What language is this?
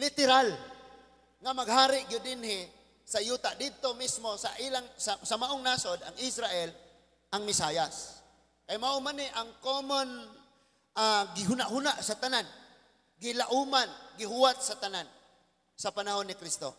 Cebuano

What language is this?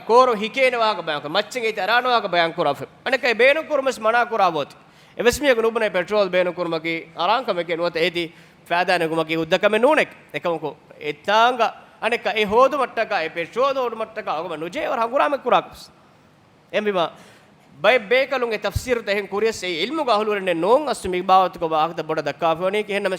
Divehi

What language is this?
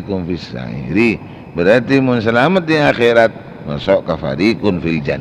Madurese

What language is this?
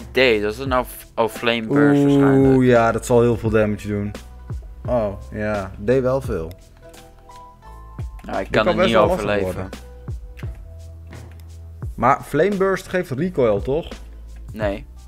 Dutch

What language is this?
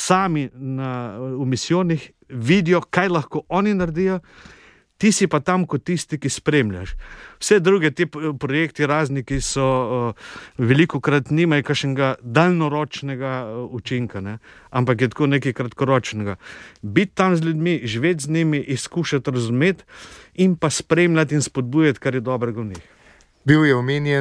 Slovenian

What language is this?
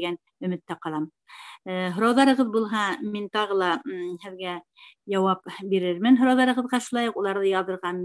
Bashkir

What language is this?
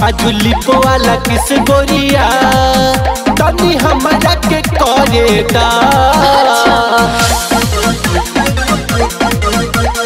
Bhojpuri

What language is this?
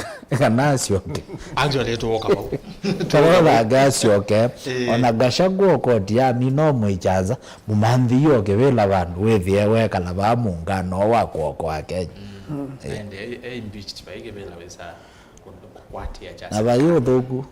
Kamba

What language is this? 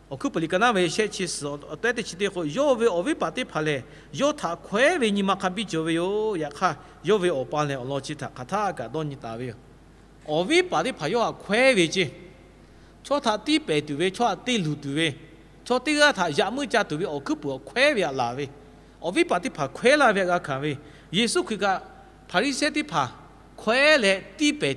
Lahu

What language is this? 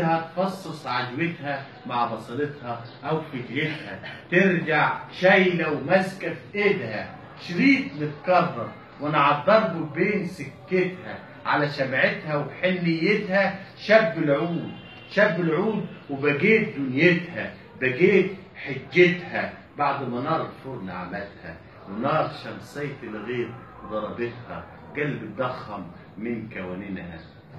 Egyptian Arabic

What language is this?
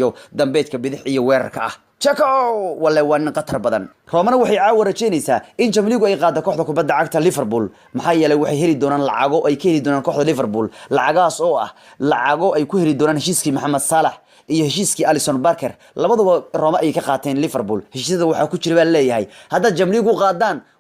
Somali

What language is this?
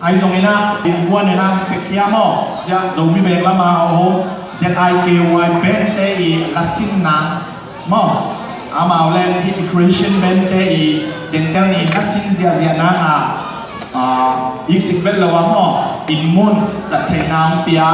Tedim Chin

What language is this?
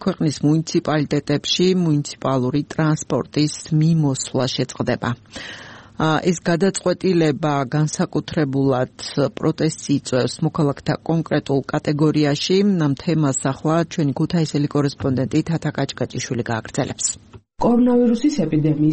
Georgian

